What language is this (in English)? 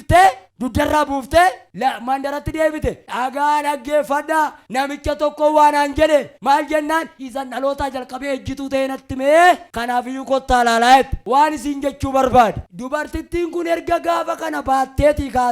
Oromo